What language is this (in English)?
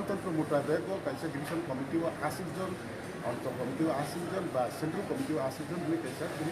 Kok Borok